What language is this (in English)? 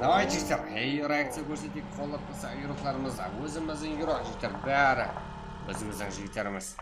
Kara-Kalpak